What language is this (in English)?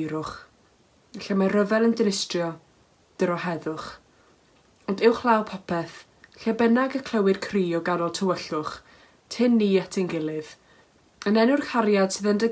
Welsh